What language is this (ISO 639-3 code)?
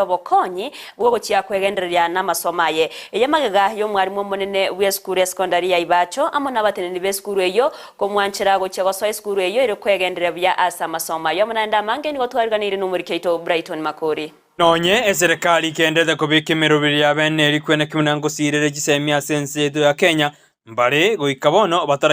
guz